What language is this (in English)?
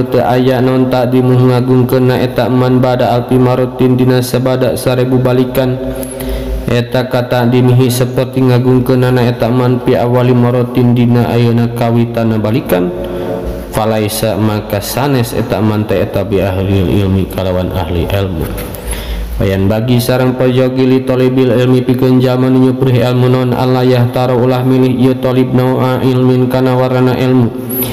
Sundanese